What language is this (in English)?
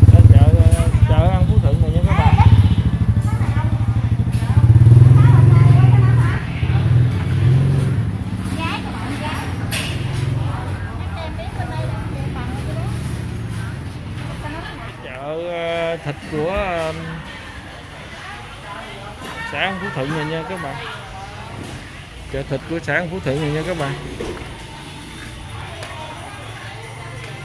Vietnamese